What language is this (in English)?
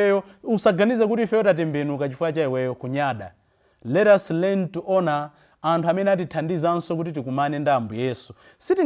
Nyanja